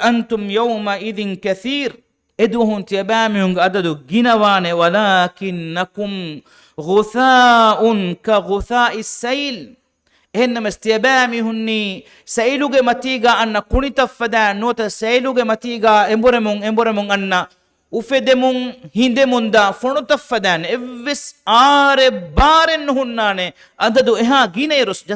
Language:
Divehi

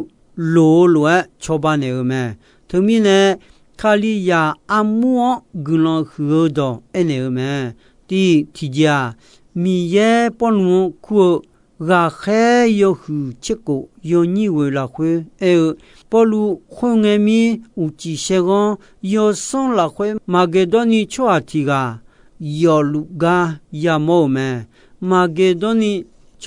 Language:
Akha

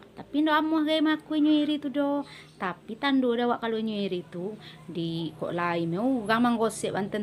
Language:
Minangkabau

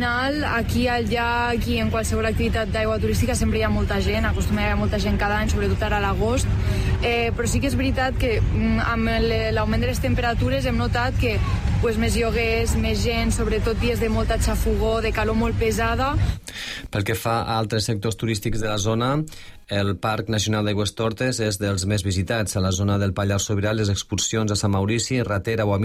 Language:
Catalan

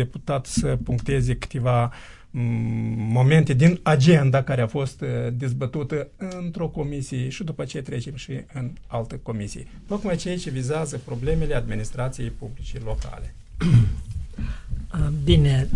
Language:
Romanian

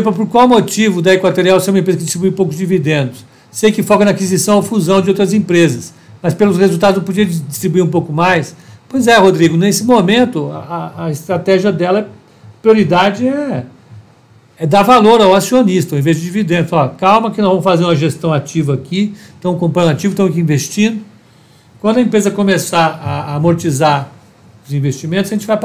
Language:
Portuguese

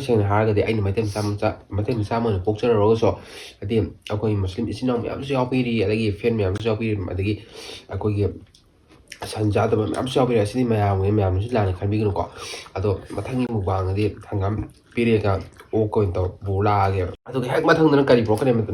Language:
Manipuri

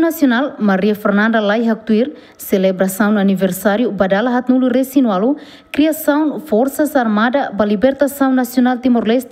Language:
Tetum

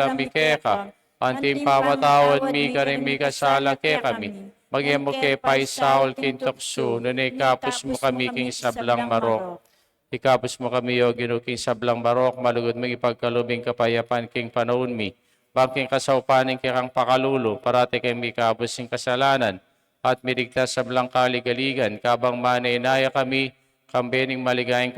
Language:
Pampanga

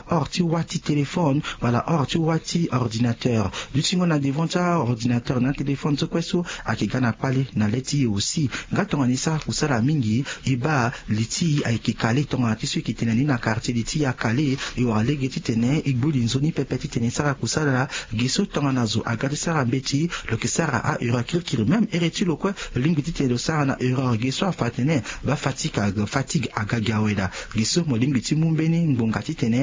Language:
Sango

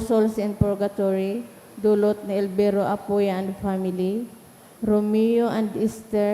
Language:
Bikol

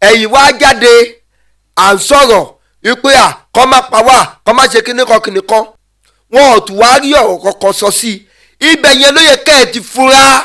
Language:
Yoruba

